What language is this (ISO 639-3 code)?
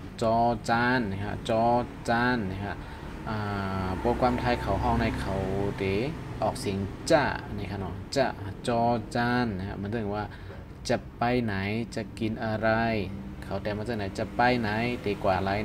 shn